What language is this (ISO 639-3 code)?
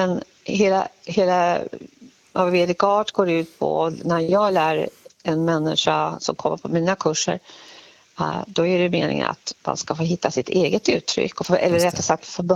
swe